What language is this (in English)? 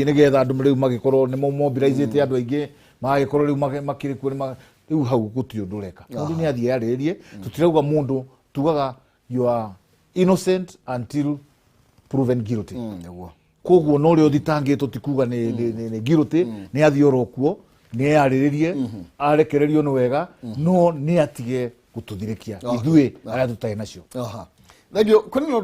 Kikuyu